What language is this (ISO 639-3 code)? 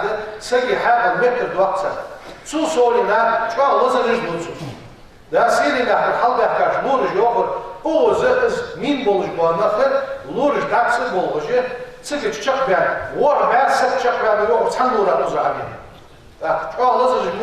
inh